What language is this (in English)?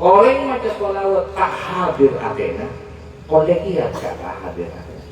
Madurese